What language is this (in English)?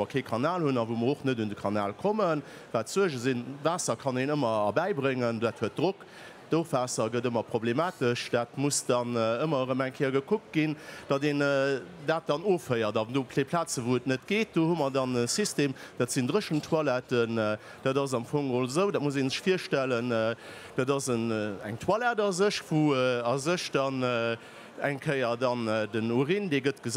Luxembourgish